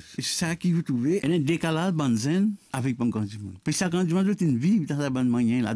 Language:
Morisyen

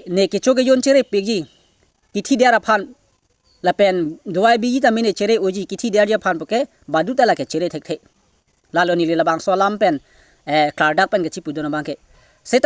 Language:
Karbi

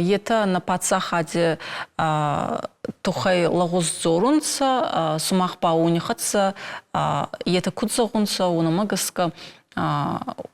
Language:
Ossetic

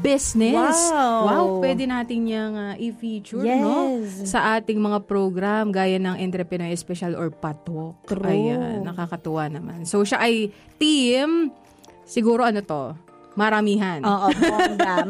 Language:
Filipino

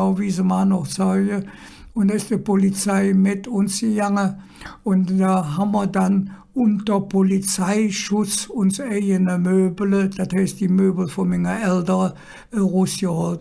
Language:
Colognian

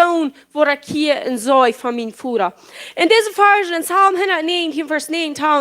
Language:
Plautdietsch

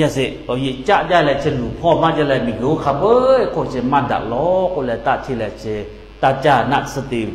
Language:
Lahu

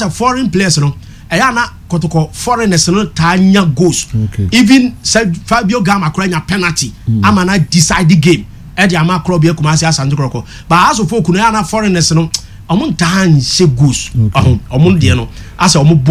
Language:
Akan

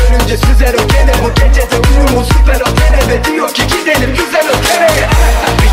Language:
Turkish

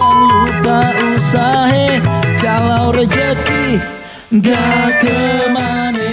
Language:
Betawi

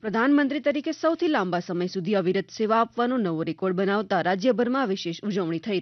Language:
Gujarati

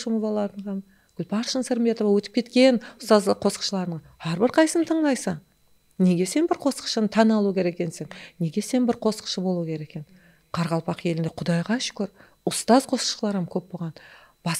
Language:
Kara-Kalpak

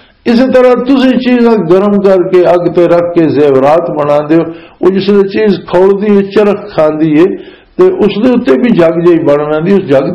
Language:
Western Panjabi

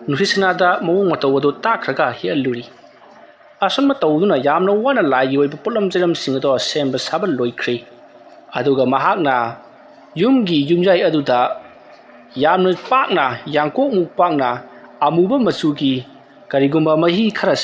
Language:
Manipuri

